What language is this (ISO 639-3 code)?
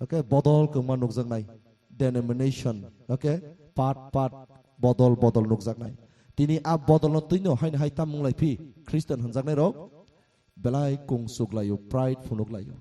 trp